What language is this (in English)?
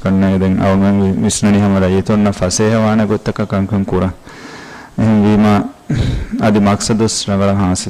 Divehi